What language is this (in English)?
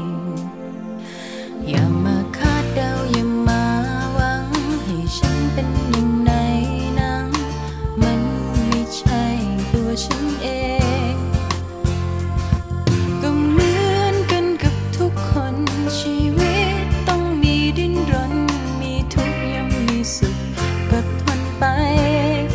Thai